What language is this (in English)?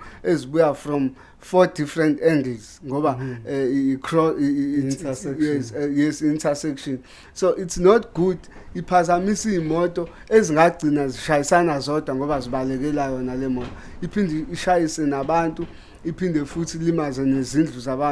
Zulu